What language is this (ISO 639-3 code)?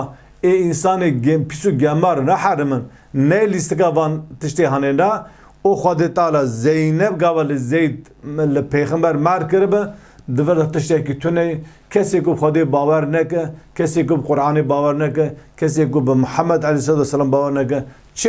kur